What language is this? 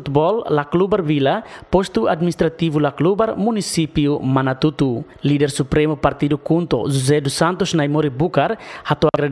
Tetum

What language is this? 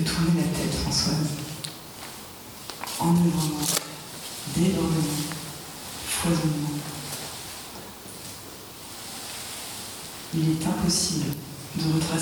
French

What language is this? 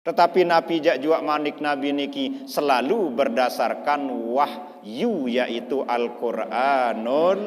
Sasak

